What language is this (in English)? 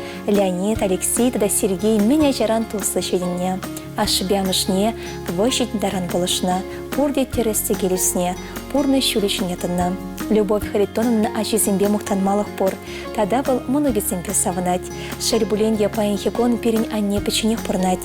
Chuvash